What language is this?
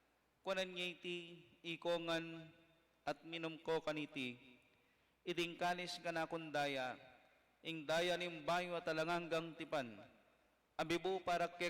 Pampanga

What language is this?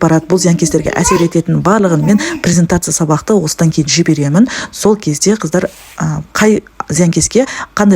Kazakh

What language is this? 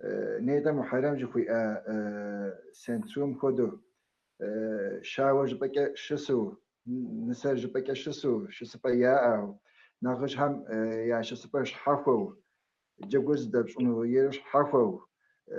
Kabardian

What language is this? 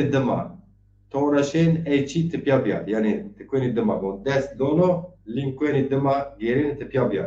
Zaza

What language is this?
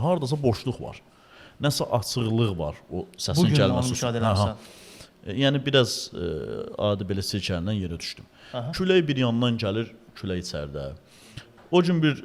Azerbaijani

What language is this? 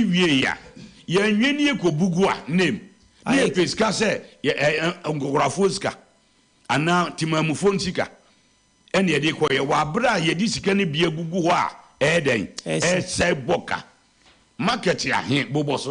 Akan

